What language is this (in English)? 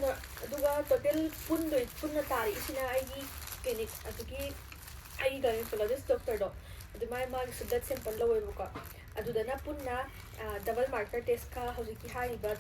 Manipuri